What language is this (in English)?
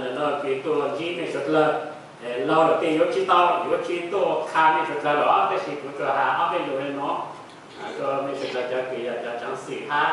Hmong